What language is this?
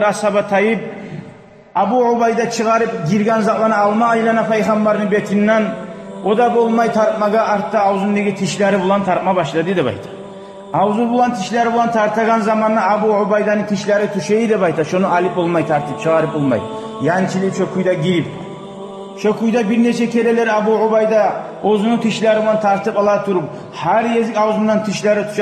Kumyk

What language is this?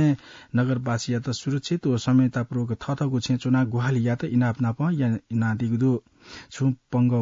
Newari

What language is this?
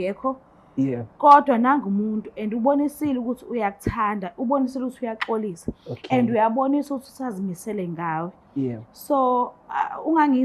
Zulu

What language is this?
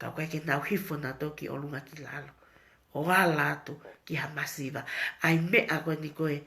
Tongan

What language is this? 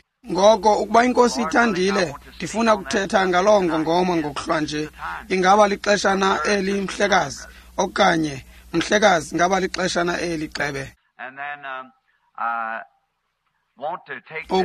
Xhosa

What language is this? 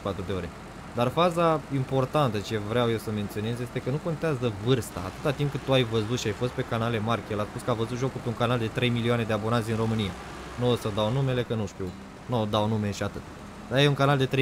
Romanian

